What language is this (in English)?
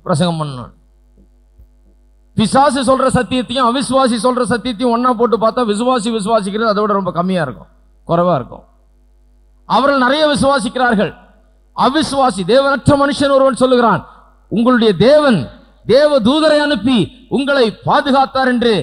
Tamil